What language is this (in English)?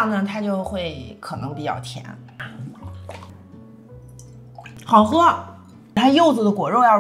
Chinese